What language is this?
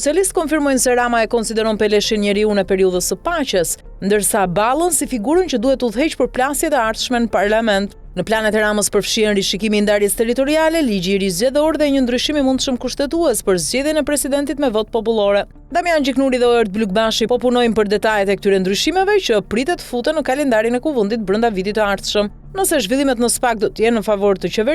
Albanian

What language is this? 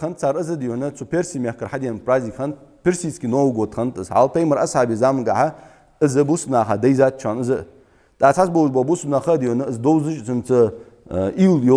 Ingush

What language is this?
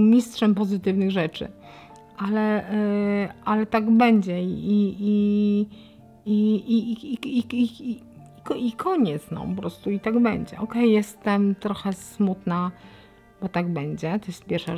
Polish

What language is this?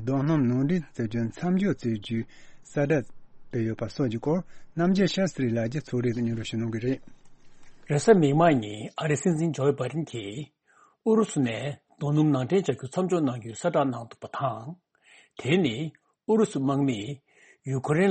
Tibetan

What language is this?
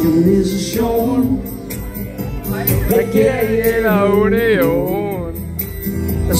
Danish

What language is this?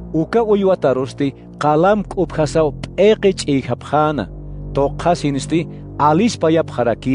Aymara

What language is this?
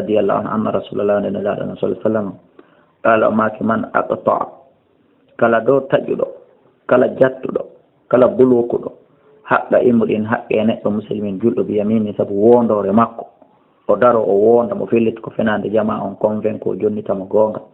Fula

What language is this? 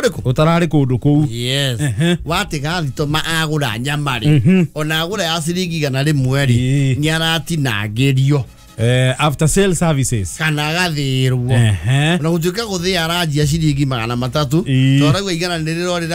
Kikuyu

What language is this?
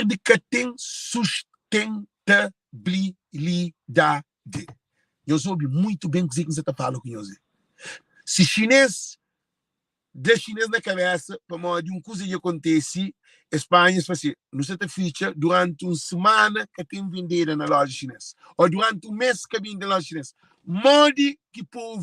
Kabuverdianu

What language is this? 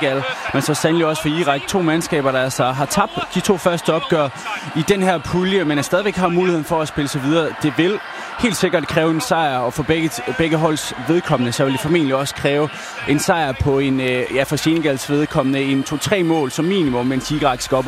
Danish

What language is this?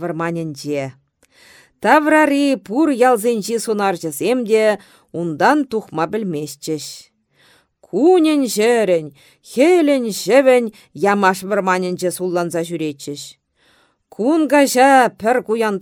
Chuvash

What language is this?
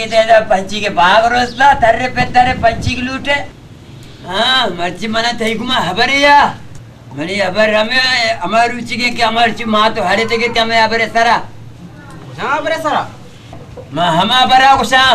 Baluchi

